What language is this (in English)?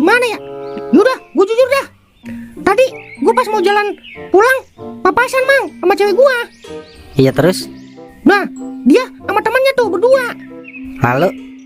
Betawi